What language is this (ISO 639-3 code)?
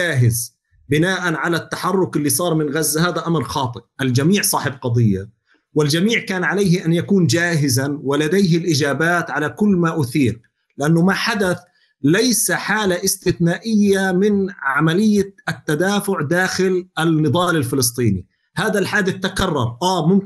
apc